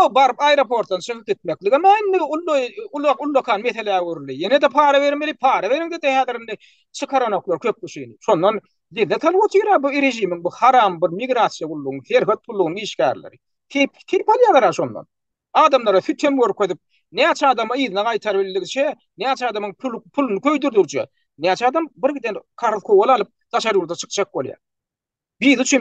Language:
Turkmen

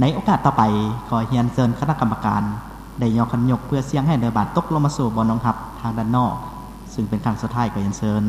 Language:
Lao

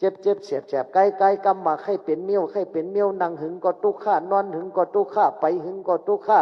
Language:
Shan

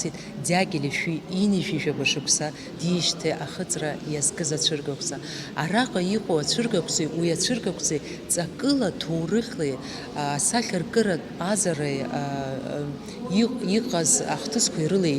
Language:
Abkhazian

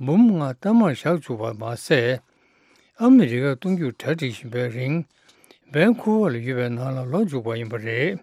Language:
Tibetan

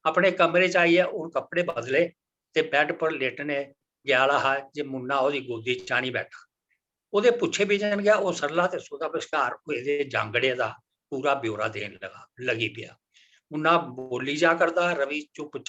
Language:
Dogri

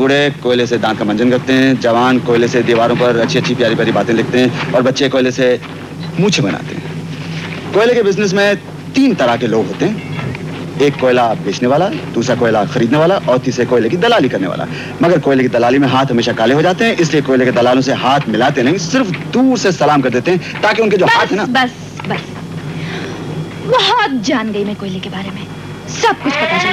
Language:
Hindi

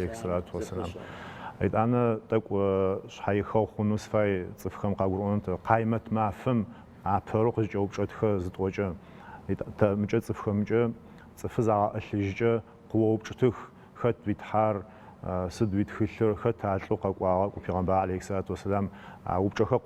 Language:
Adyghe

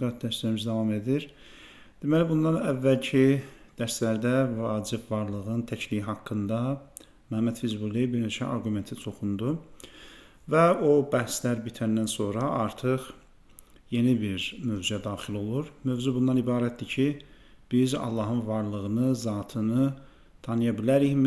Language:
Azerbaijani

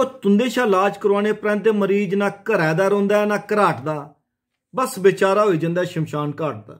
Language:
Dogri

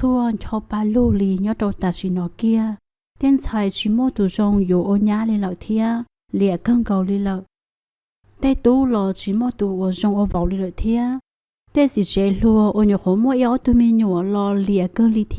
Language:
Hmong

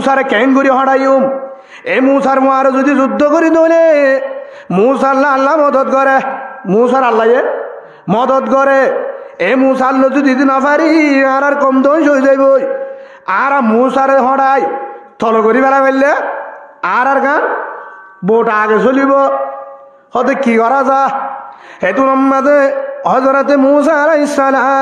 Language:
Rohingya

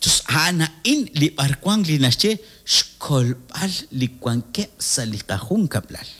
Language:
Kekchí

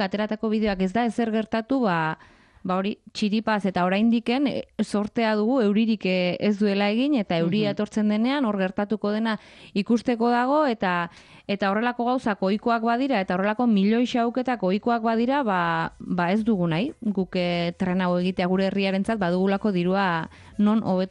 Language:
Basque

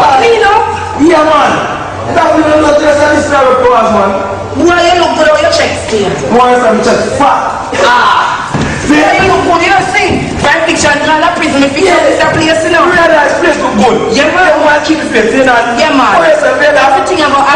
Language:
Jamaican Creole English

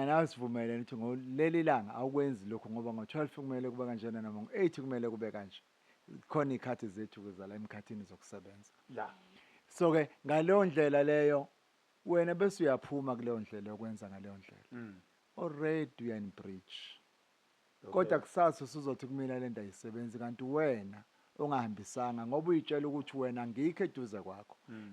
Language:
Zulu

